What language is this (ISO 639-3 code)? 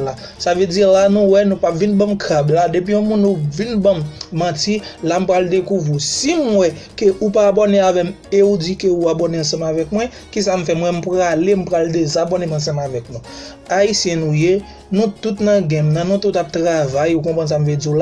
hat